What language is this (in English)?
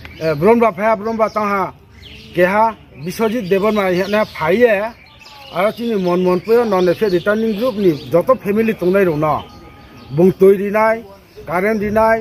Riang (India)